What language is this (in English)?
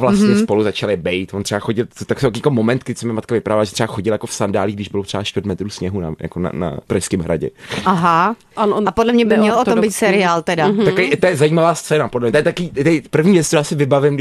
Czech